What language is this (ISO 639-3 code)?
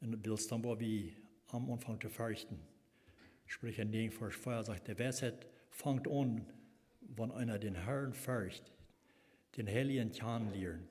pdt